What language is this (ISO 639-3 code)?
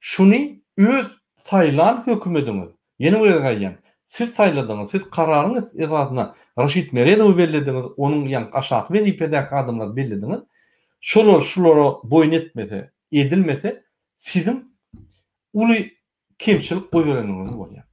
tuk